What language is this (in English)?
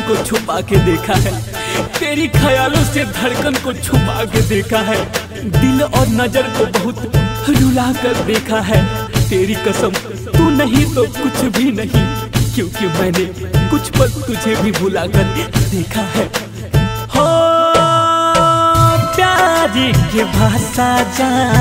Bhojpuri